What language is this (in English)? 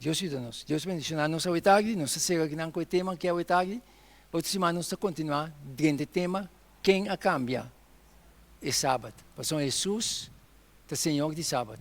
Papiamento